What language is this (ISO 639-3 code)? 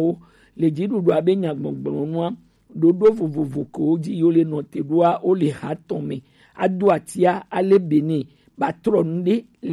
gej